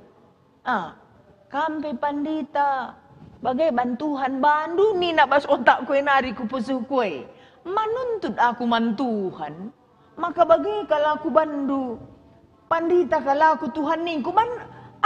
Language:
Batak Karo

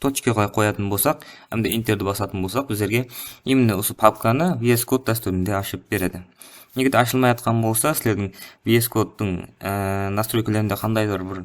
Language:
Kara-Kalpak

